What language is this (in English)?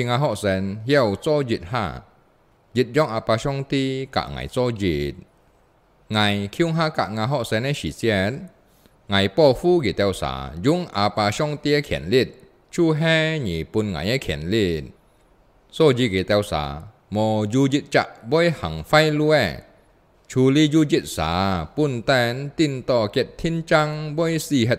Hakka Chinese